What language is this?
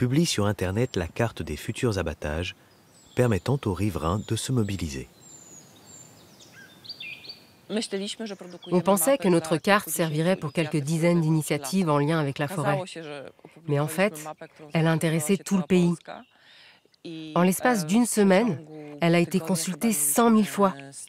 French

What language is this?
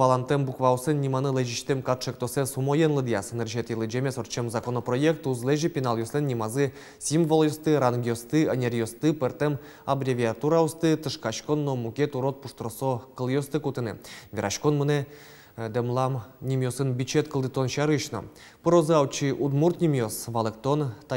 Udmurt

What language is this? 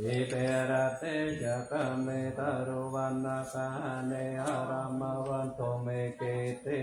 Pali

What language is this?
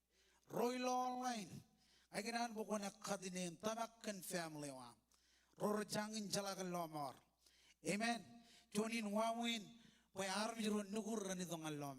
Marshallese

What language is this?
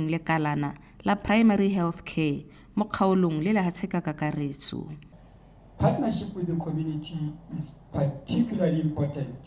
Tswana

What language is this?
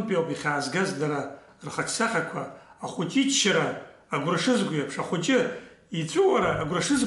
Abkhazian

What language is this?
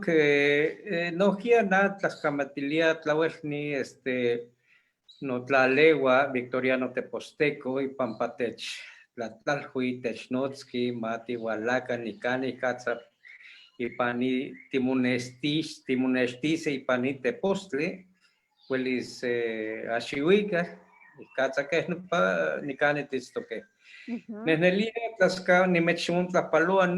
Eastern Huasteca Nahuatl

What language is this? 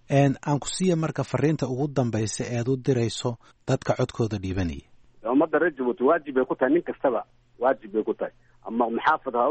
Somali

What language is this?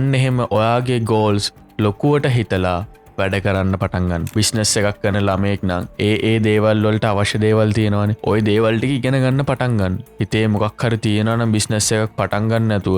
Sinhala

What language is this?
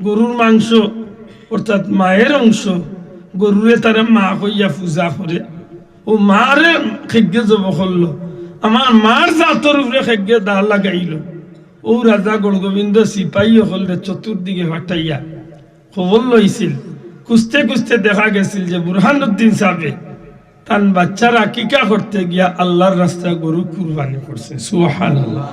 Sylheti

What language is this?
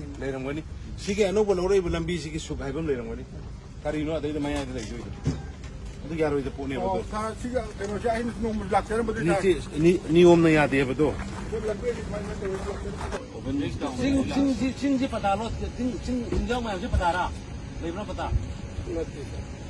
Manipuri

